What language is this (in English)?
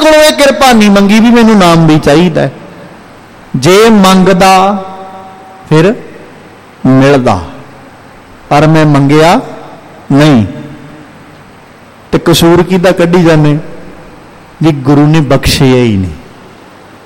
Punjabi